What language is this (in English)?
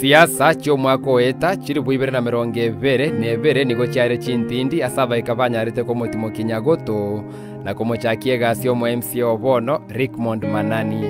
Gusii